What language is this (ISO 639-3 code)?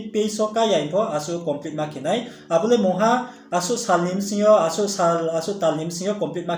ria